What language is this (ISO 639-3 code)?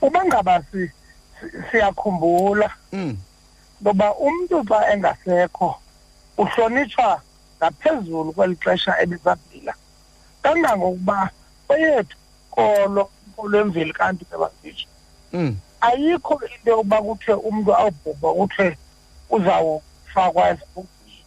xho